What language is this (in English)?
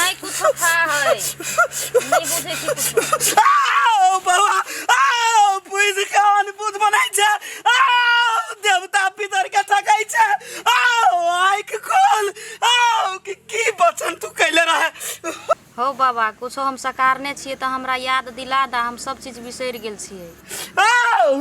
Maithili